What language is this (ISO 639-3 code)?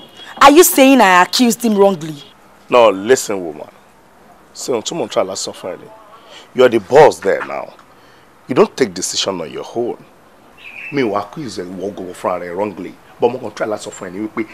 yor